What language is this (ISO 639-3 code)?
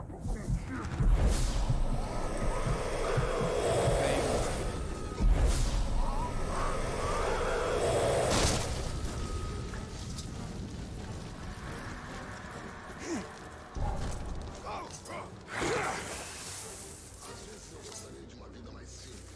por